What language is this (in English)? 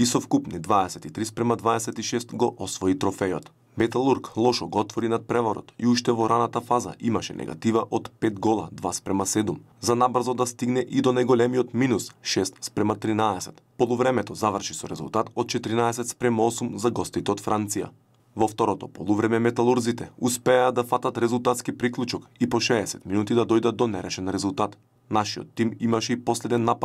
Macedonian